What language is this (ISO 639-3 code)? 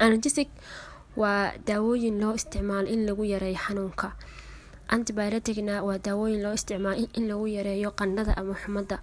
som